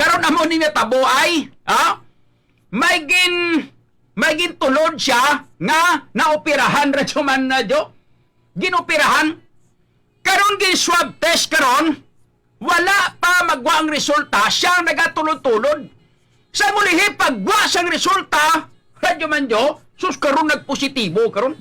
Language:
Hiligaynon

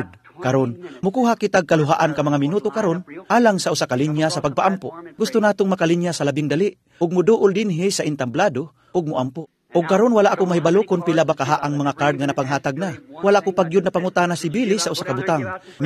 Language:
Cebuano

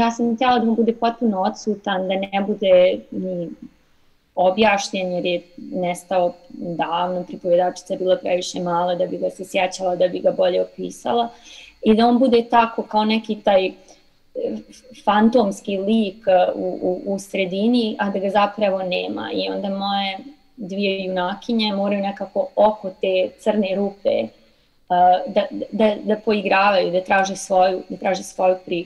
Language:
Serbian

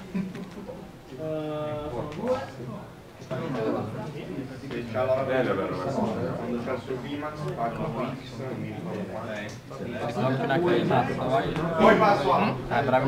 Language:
Italian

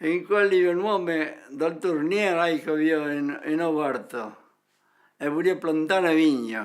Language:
Occitan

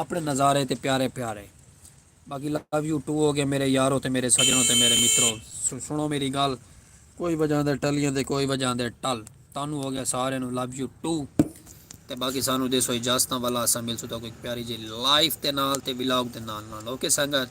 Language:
Saraiki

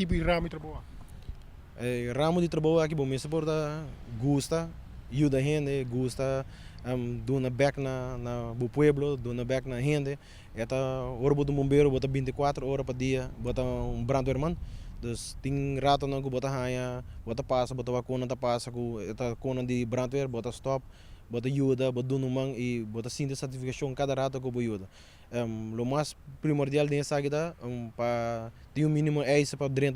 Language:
Papiamento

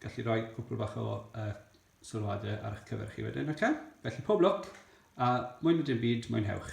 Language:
Welsh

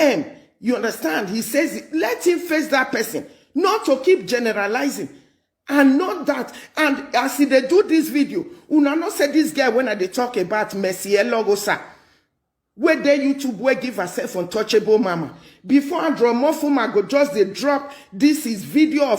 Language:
Nigerian Pidgin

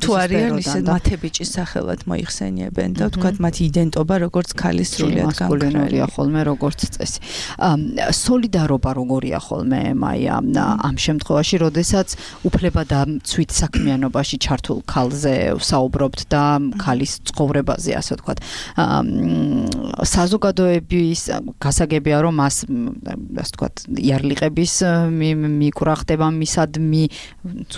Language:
Georgian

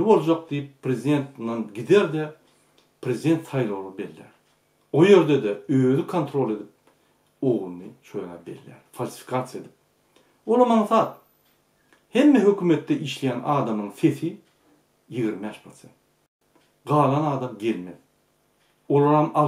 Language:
Turkmen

